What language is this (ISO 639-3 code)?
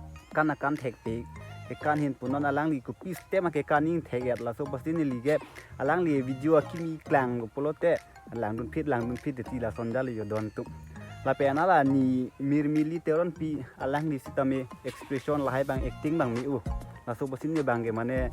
mjw